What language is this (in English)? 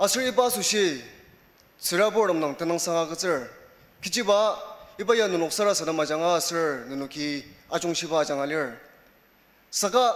Ao Naga